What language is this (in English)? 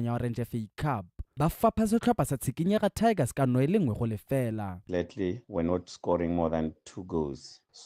Tswana